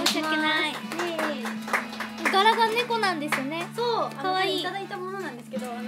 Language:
Japanese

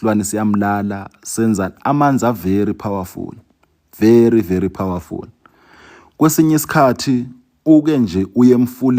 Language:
Zulu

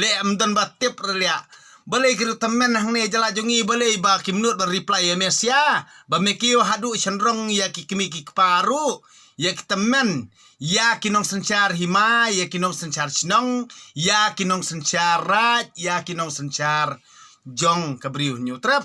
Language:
Khasi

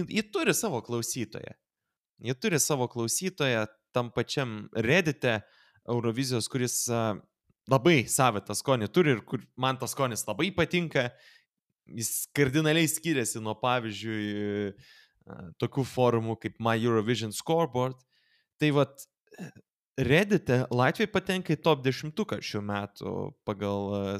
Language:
Lithuanian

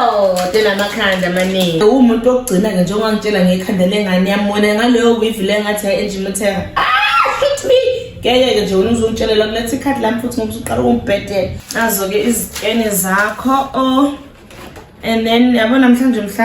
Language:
Zulu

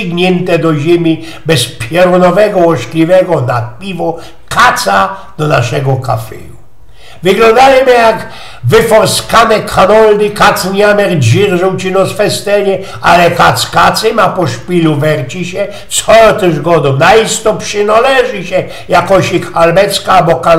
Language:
Silesian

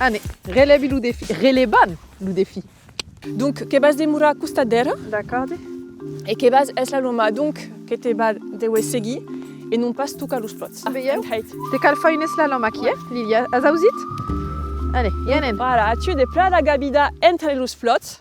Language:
Occitan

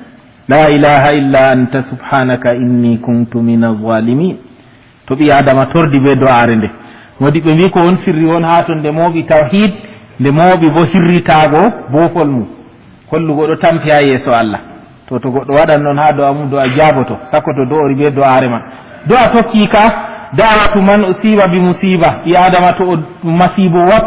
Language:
Fula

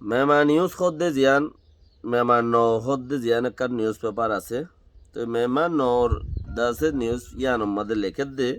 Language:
Rohingya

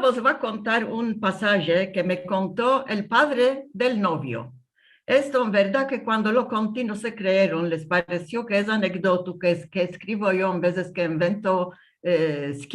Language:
Ladino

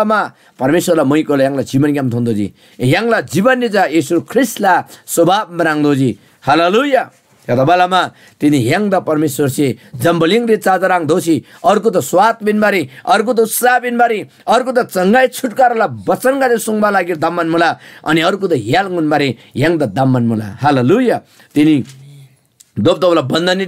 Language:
Eastern Tamang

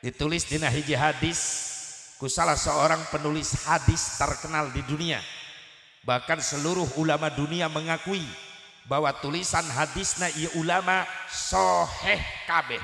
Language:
Sundanese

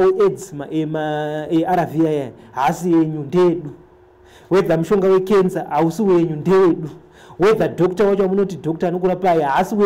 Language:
Shona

